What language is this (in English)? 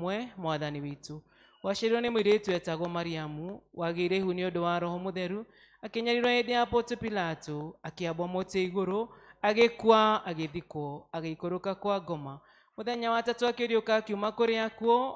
Kikuyu